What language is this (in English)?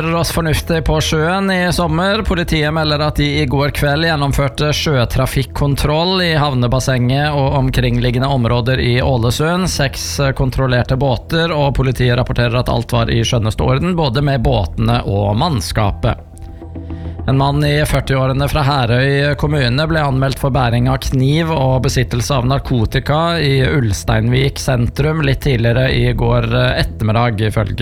Norwegian